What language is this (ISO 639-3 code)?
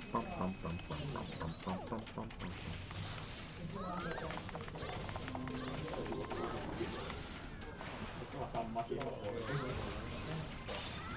fin